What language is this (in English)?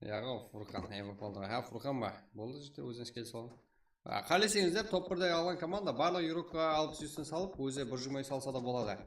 Kara-Kalpak